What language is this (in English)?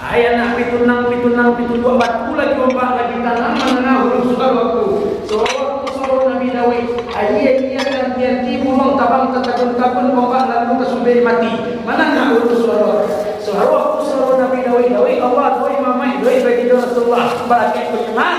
Minangkabau